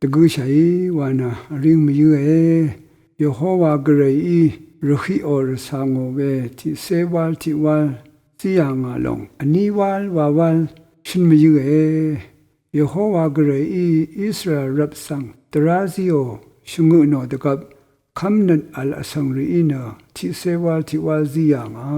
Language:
Rawang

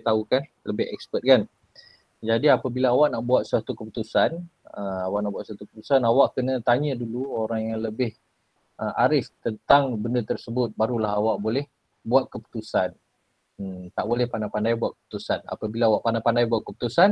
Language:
Malay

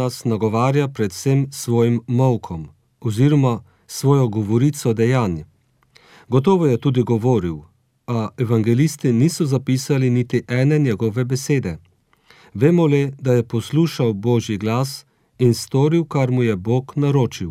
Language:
Slovenian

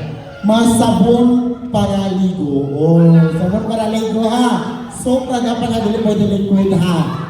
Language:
Cebuano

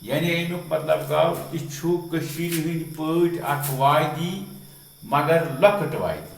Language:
Kashmiri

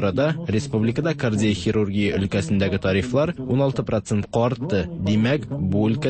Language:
Tatar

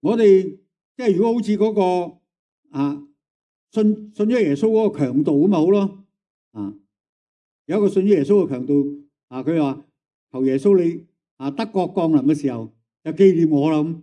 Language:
Cantonese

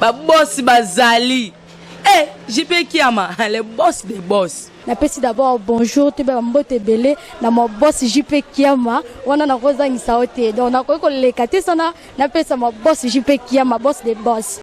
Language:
Lingala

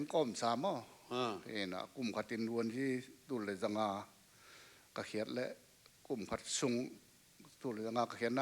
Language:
Tedim Chin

